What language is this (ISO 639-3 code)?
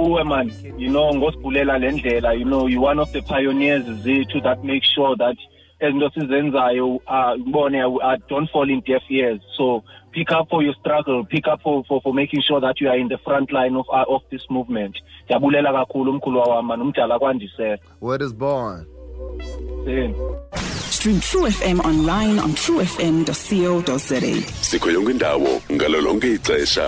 xho